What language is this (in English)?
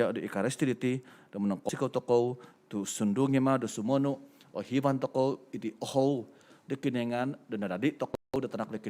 Central Dusun